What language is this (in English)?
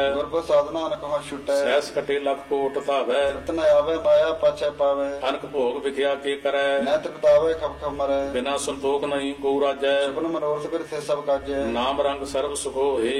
Punjabi